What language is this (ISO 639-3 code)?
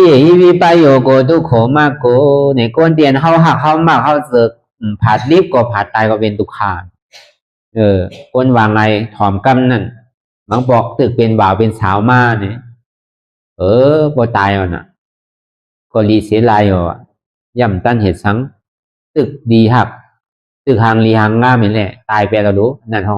shn